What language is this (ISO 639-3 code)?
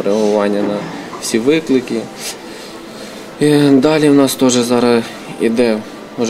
ukr